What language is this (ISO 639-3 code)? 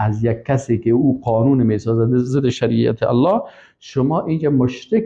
fas